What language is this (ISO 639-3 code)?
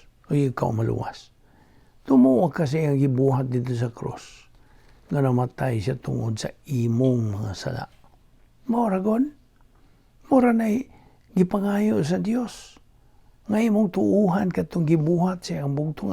ceb